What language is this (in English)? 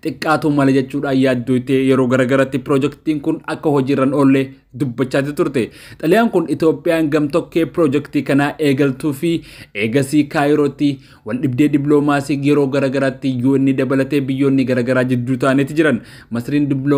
Oromo